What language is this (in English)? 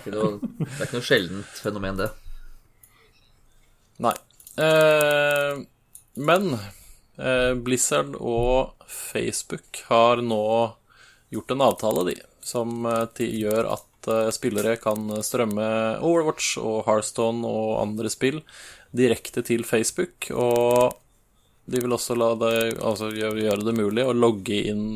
Norwegian